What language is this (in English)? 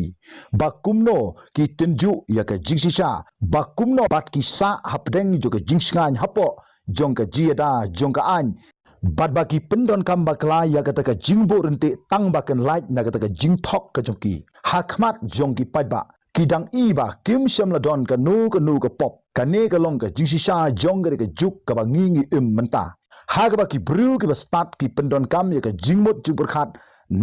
Khasi